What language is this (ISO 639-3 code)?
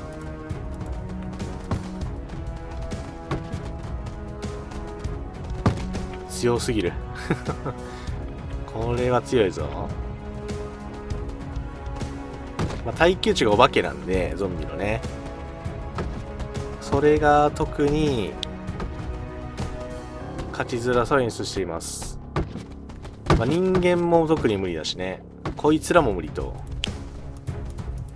jpn